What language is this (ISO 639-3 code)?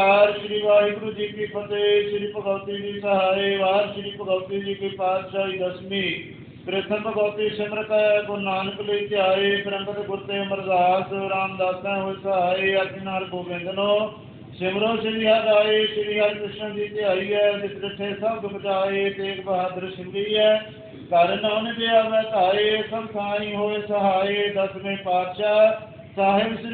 pan